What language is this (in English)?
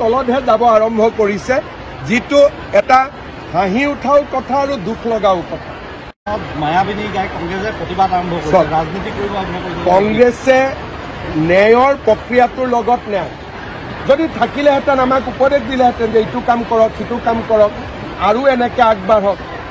Assamese